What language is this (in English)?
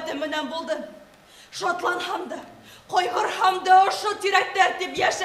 Bashkir